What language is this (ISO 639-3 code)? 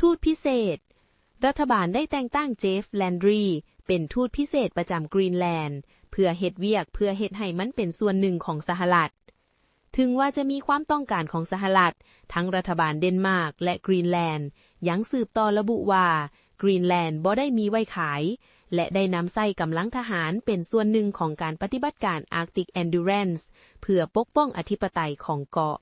lao